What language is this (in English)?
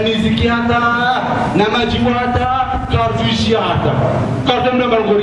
Swahili